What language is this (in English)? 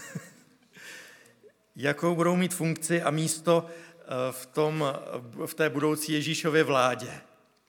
Czech